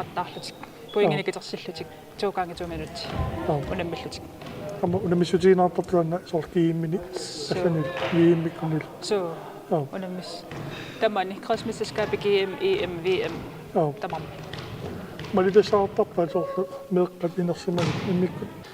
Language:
Kalaallisut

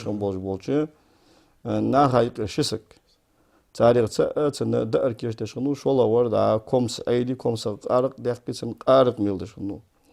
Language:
Ingush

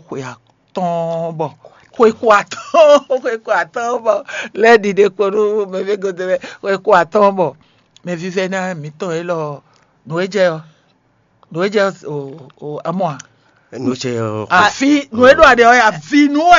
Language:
Fon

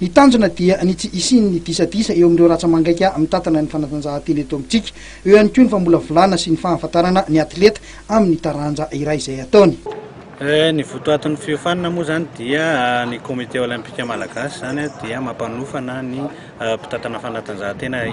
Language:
Malagasy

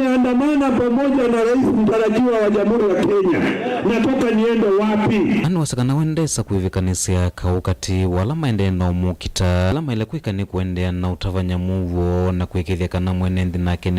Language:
Kamba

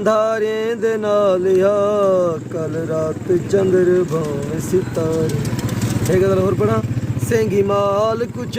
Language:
Saraiki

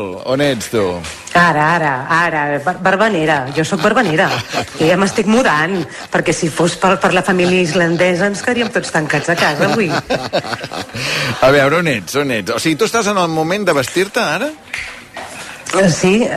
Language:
Catalan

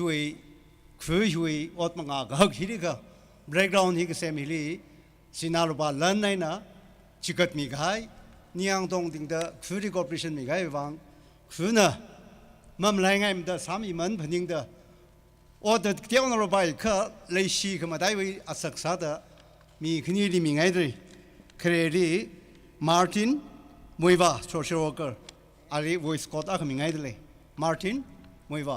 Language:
Tangkhul Naga (India)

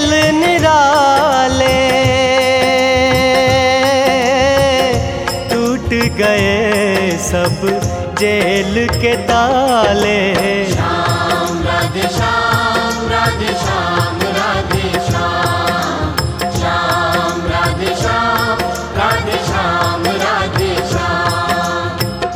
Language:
Hindi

